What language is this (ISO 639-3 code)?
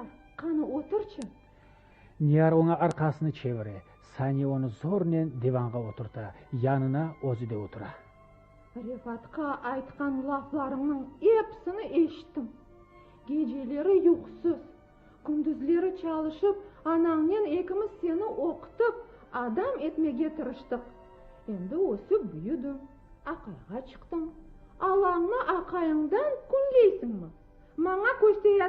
crh